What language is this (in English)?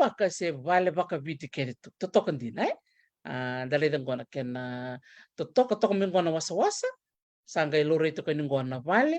Fijian